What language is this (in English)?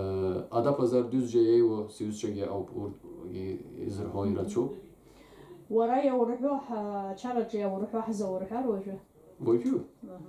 Abkhazian